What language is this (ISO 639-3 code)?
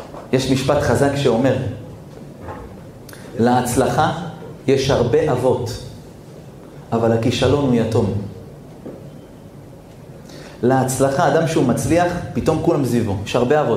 heb